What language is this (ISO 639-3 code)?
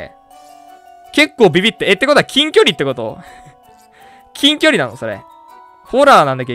jpn